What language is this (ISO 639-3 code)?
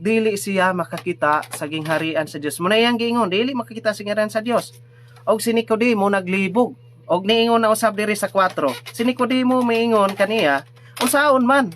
ceb